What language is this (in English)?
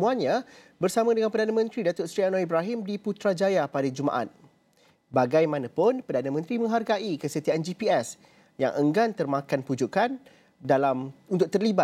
Malay